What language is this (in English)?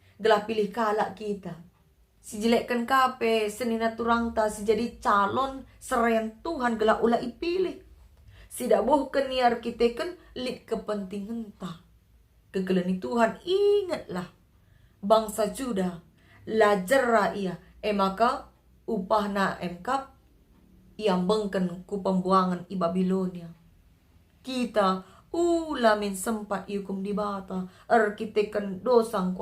Batak Karo